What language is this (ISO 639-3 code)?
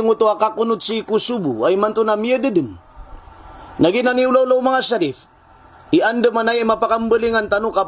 mrw